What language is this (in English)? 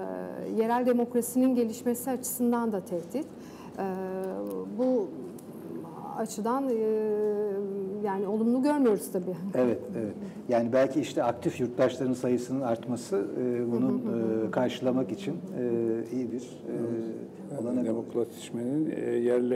Turkish